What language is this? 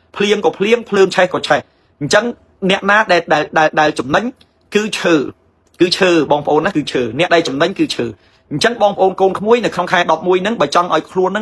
Khmer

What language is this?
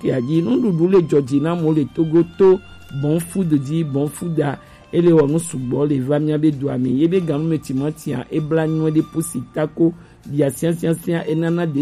Gen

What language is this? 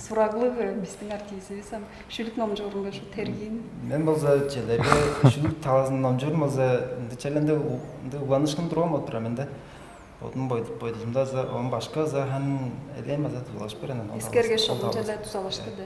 Tuvinian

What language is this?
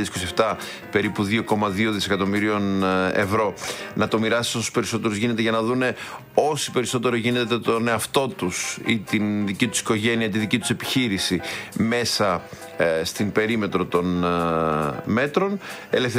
Greek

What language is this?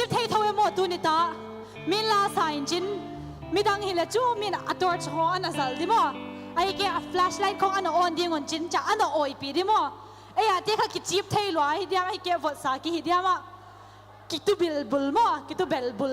Paite Chin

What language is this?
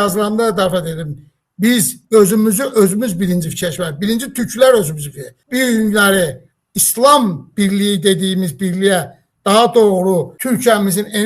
Azerbaijani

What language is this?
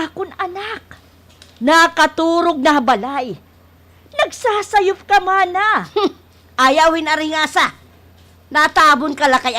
Waray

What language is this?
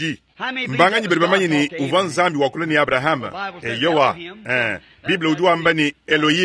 Luba-Lulua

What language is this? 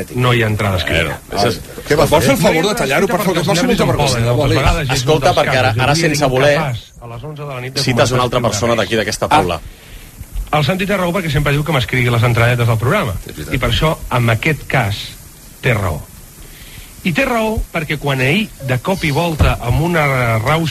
Catalan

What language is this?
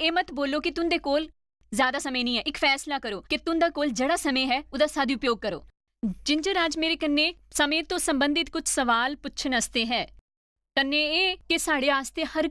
Dogri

